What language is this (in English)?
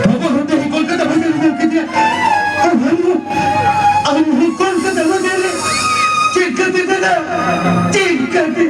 Santali